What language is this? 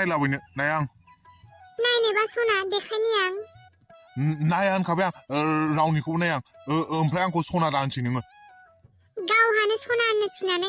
Bodo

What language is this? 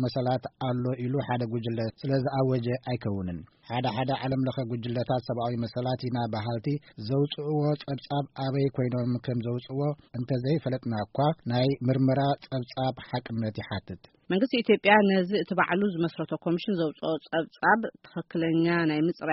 Tigrinya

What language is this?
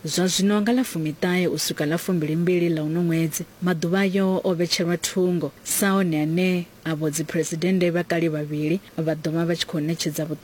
Venda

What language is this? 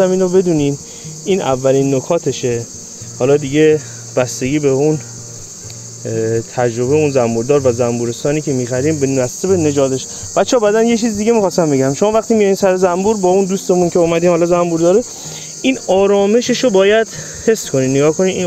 Persian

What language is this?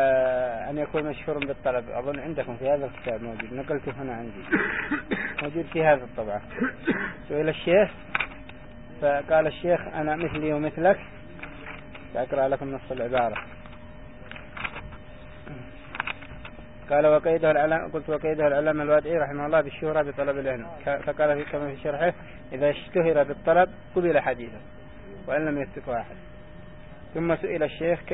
Arabic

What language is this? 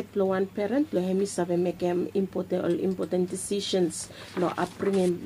Bislama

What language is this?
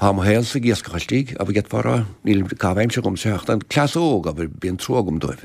Irish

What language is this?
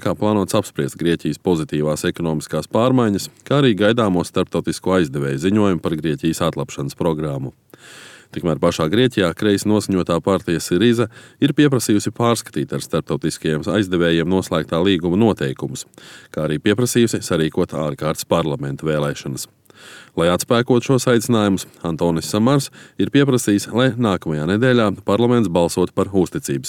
Latvian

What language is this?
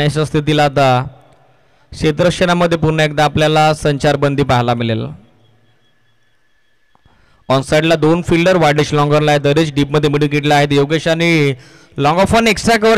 Marathi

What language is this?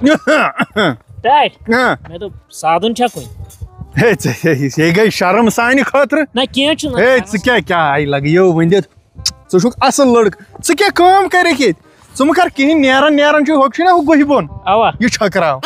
Kashmiri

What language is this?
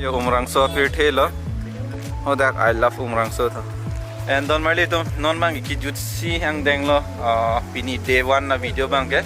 Karbi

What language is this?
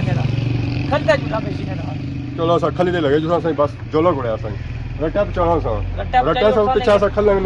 Pahari-Potwari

